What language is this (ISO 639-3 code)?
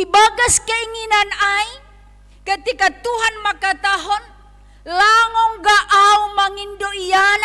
bts